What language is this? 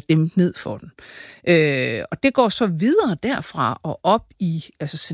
Danish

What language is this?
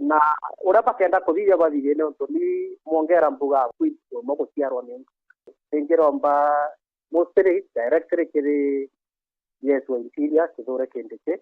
Meru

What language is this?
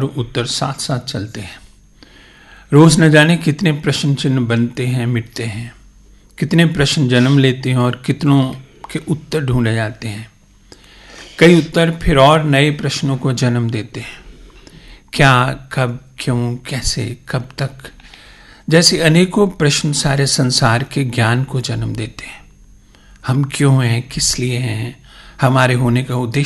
Hindi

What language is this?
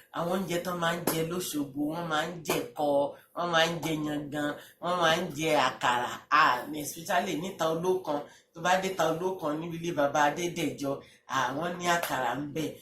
Yoruba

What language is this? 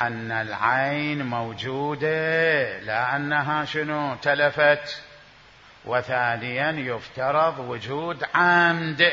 Mesopotamian Arabic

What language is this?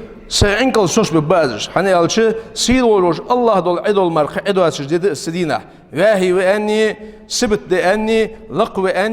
Ingush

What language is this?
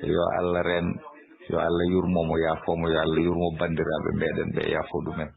Fula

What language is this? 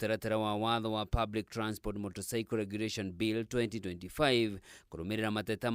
Kikuyu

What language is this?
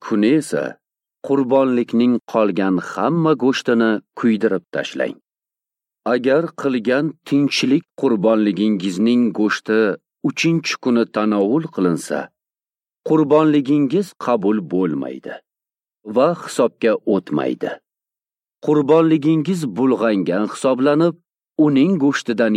Uzbek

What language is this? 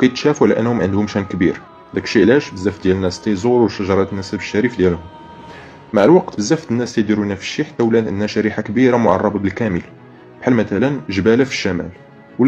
Moroccan Arabic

